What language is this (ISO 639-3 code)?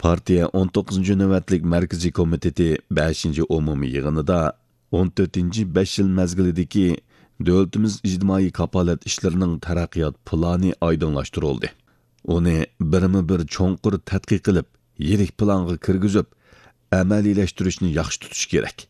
uig